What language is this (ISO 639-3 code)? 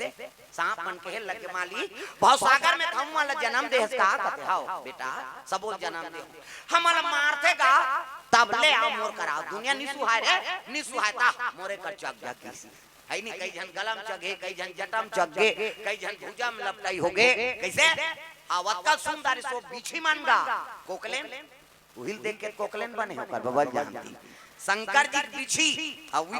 hne